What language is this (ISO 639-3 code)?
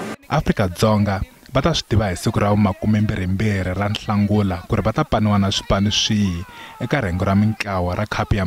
tso